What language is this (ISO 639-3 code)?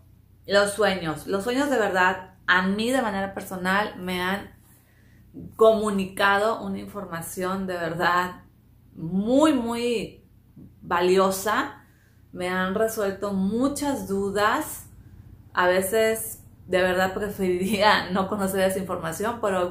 spa